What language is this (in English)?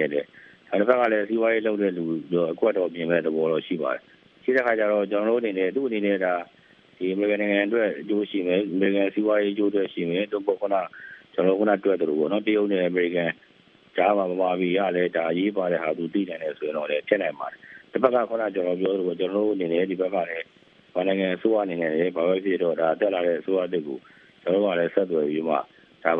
Burmese